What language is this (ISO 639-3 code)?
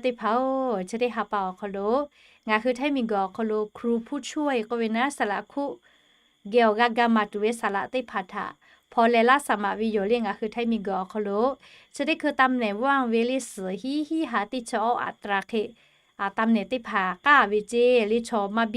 lhu